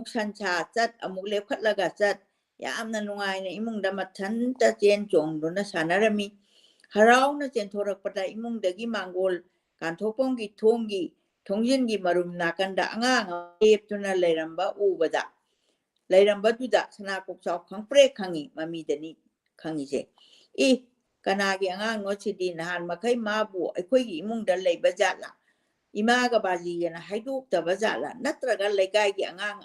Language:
Manipuri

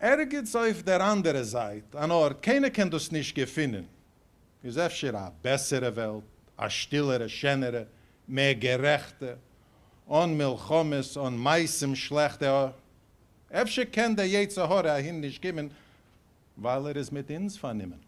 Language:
Yiddish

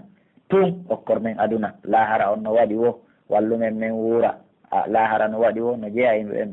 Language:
Pular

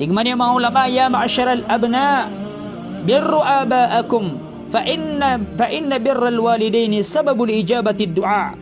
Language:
Maranao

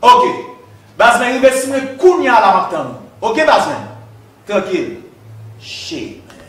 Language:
Haitian Creole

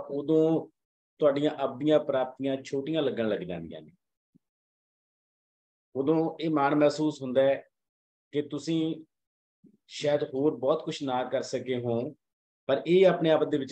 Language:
Punjabi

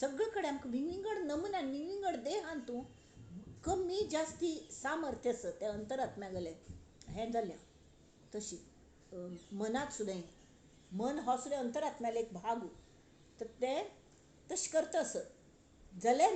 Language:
Konkani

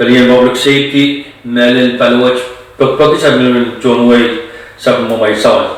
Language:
Pohnpeian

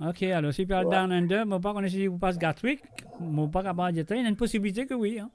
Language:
Morisyen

